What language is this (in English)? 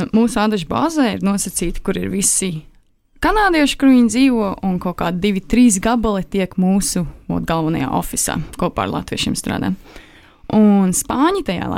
Latvian